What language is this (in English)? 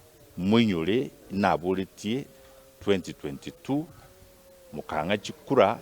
Gusii